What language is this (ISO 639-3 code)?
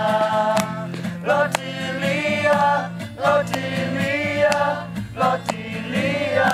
ksw